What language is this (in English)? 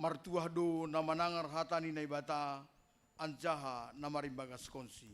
Batak Simalungun